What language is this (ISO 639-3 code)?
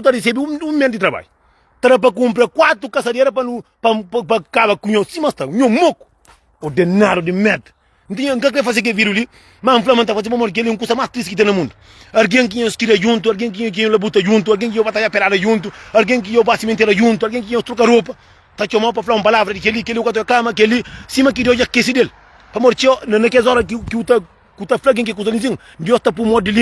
kea